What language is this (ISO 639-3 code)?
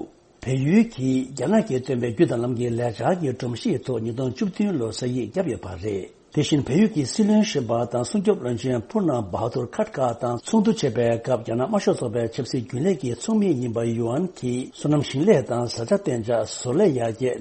bod